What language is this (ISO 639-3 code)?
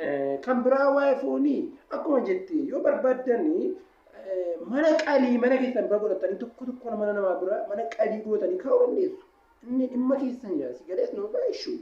orm